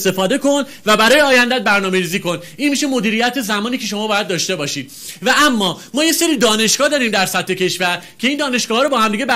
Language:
Persian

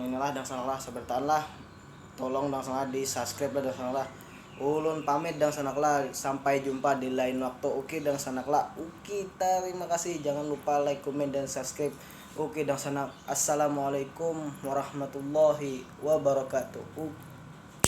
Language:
Banjar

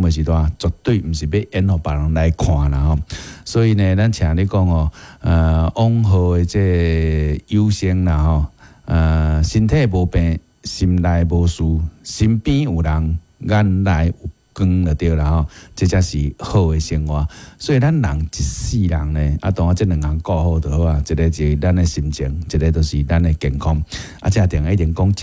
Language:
Min Nan Chinese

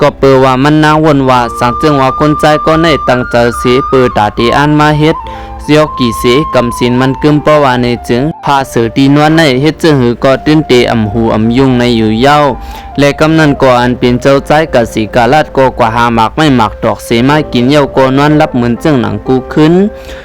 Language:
Shan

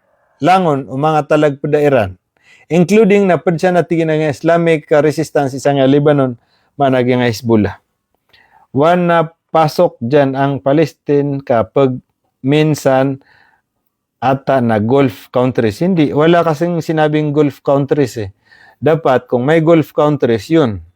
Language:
Maranao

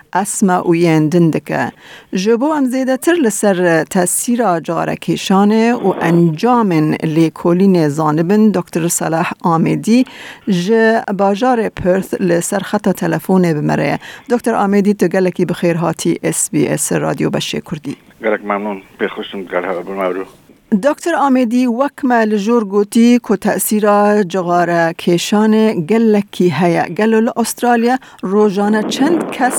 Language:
Kurdish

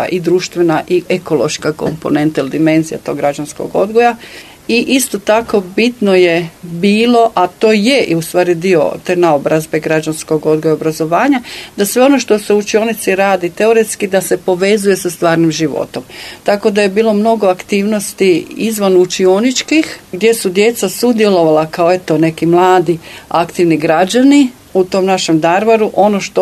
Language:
Croatian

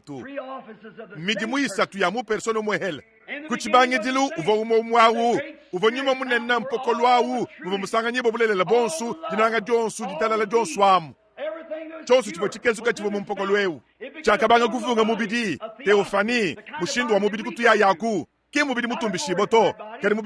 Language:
Luba-Lulua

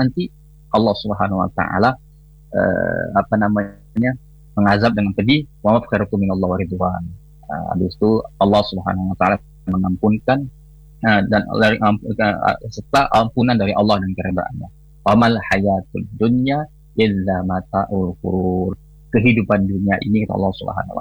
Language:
Malay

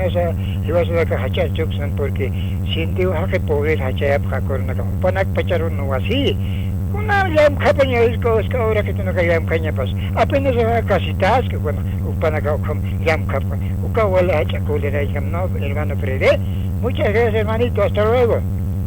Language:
Aymara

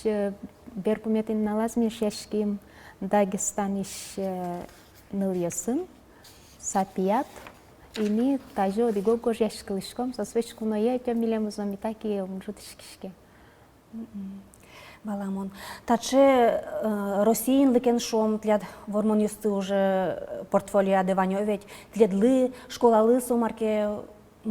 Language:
Udmurt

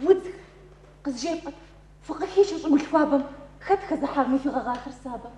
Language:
Kabardian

